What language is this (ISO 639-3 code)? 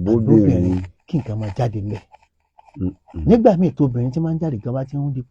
yor